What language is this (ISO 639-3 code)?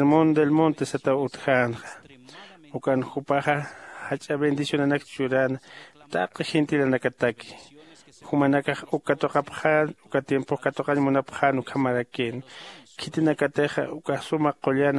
aym